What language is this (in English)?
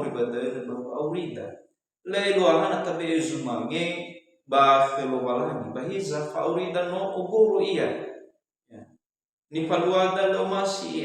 Nias